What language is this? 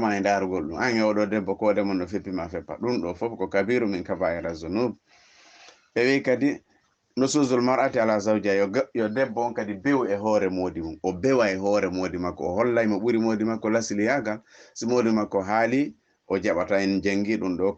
Fula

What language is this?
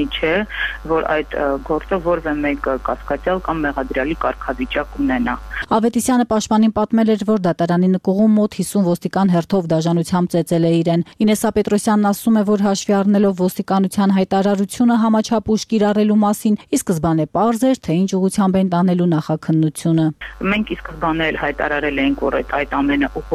Armenian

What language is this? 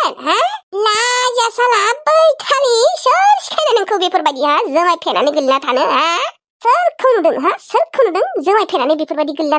Bodo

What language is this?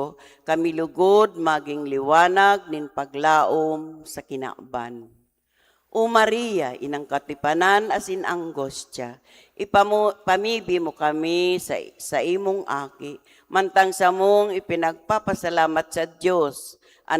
Bikol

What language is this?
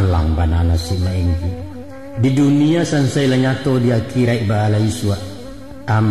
Minangkabau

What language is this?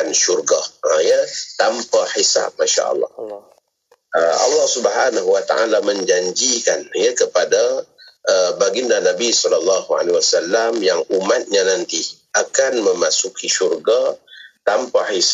Malay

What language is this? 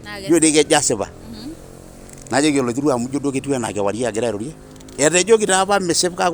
Masai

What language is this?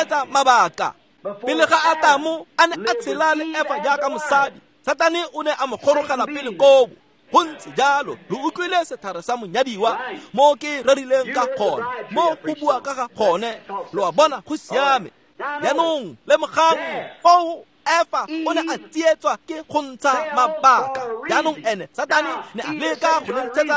Tswana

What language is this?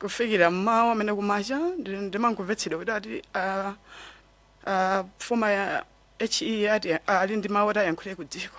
Nyanja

